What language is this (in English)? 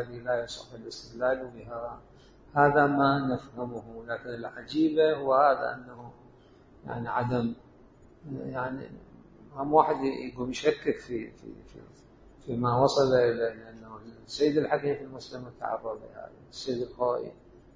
Mesopotamian Arabic